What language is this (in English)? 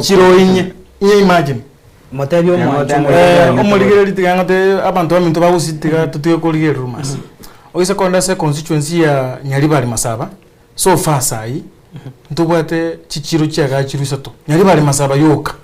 Gusii